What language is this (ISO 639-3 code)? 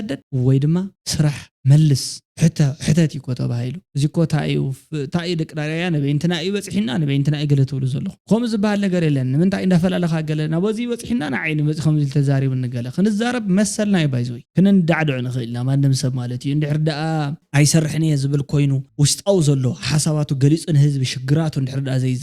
tir